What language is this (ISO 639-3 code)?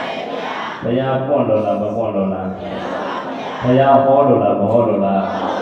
mya